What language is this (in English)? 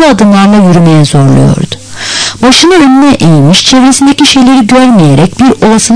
Turkish